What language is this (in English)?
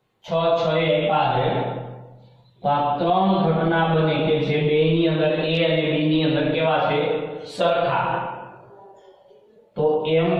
Gujarati